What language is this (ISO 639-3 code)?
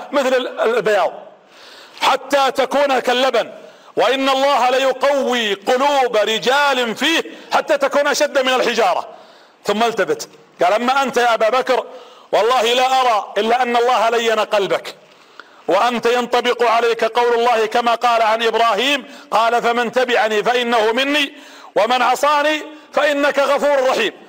ara